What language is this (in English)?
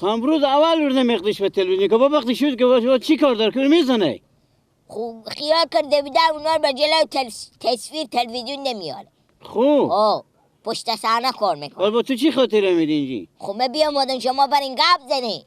Persian